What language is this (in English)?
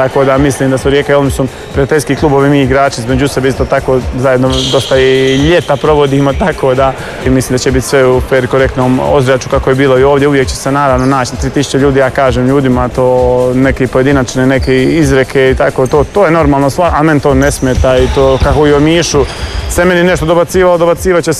Croatian